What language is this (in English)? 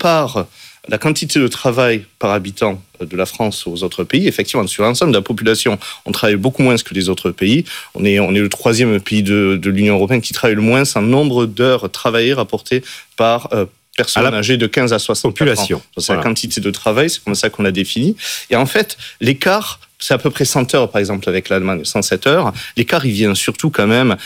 French